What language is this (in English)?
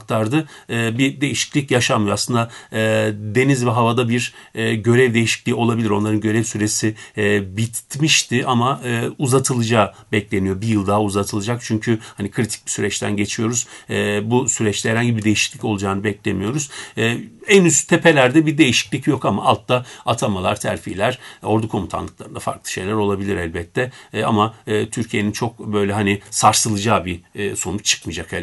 Turkish